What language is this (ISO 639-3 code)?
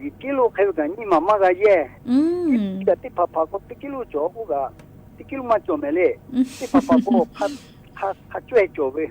lhu